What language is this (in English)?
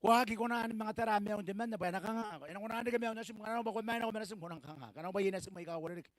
Gilbertese